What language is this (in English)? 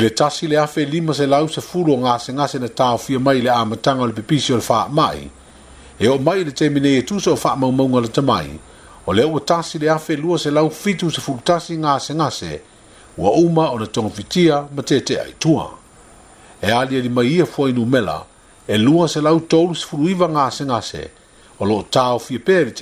Samoan